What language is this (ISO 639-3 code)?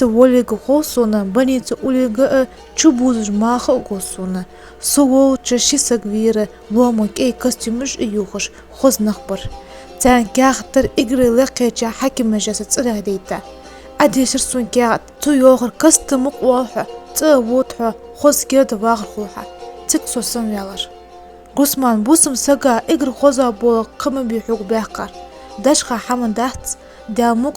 inh